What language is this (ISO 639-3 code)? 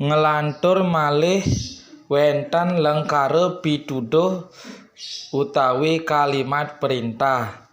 ban